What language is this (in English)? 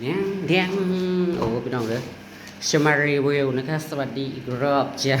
Northeastern Thai